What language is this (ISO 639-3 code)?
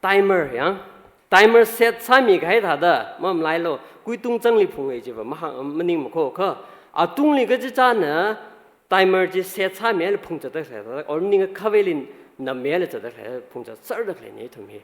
nmf